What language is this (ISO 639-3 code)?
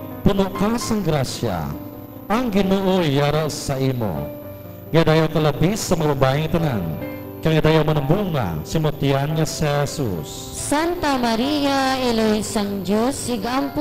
hil